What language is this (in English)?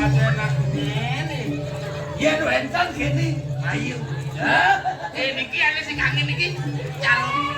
Balinese